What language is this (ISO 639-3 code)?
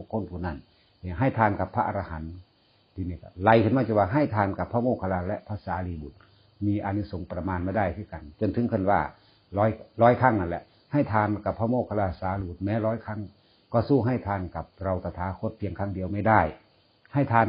tts